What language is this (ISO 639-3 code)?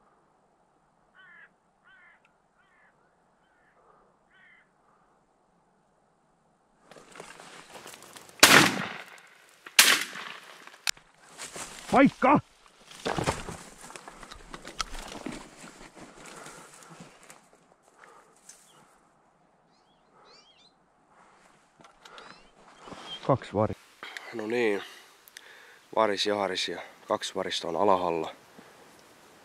fin